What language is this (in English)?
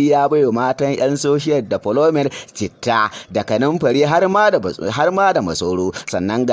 Hausa